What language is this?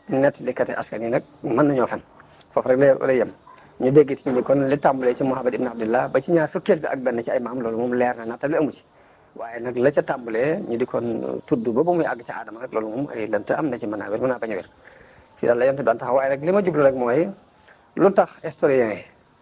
Wolof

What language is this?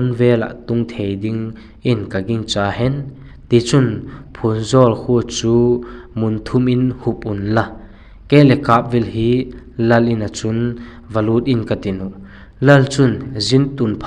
Vaiphei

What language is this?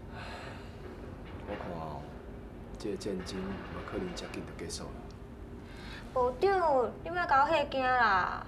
Min Nan Chinese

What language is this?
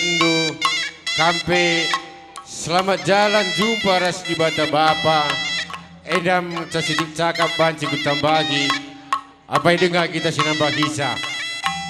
Batak Karo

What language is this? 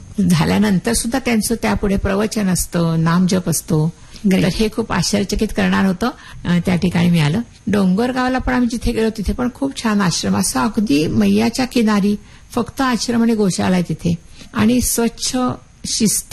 Marathi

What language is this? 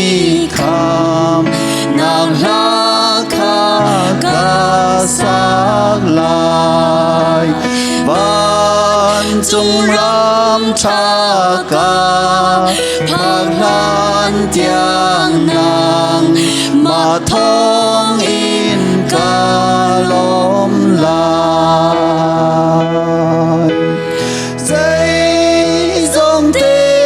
Hakha Chin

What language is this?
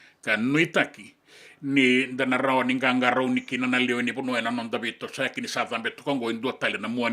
Fijian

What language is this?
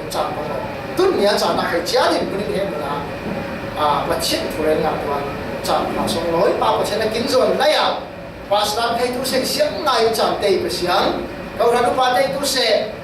Falam Chin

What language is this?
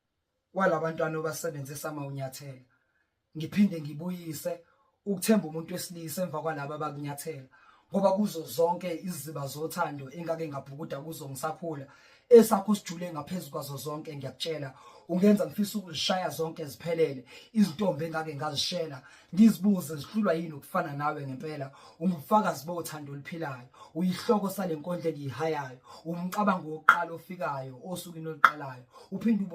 Zulu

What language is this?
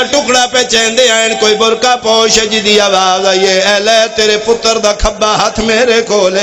Pahari-Potwari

